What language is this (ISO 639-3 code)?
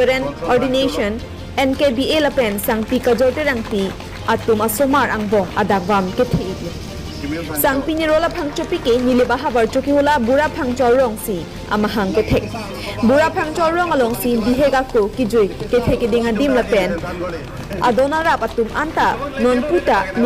mjw